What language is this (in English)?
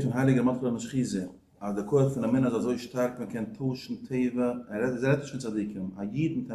Yiddish